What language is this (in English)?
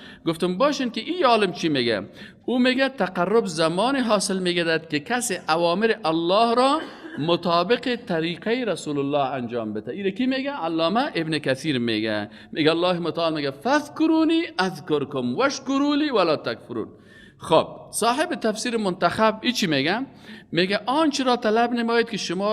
Persian